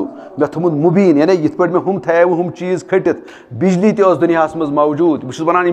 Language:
Kashmiri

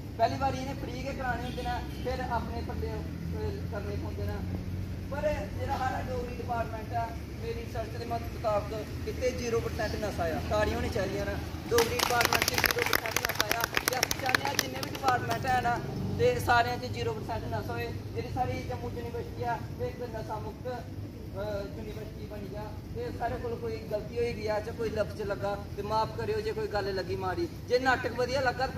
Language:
Dogri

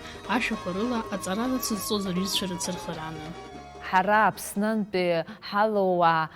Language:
Abkhazian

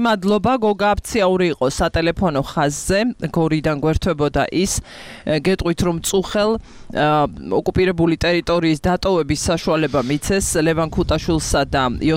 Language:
Georgian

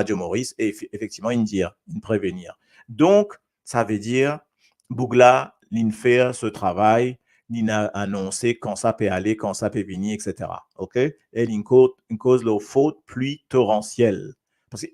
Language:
Morisyen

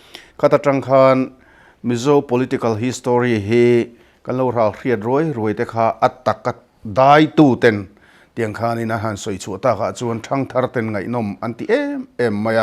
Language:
Mizo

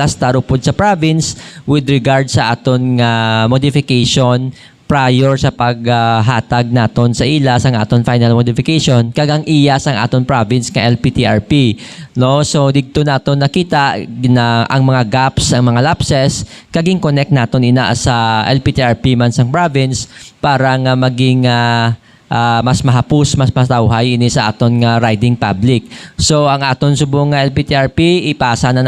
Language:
Hiligaynon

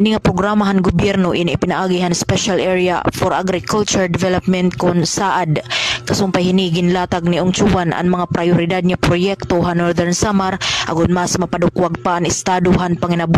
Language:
Waray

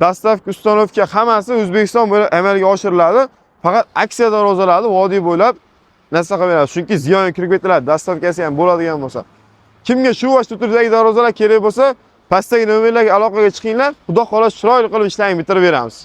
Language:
Uzbek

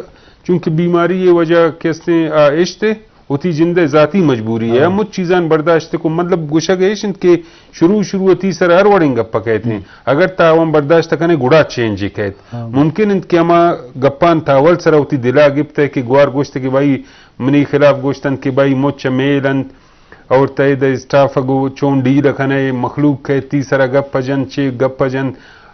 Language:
Eastern Balochi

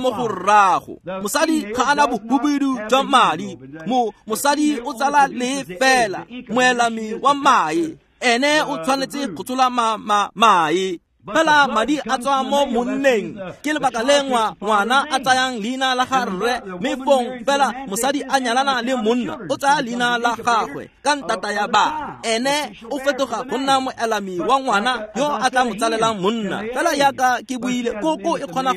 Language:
Tswana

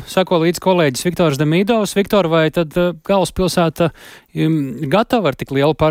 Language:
Latvian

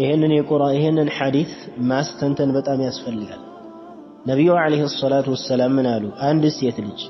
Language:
Amharic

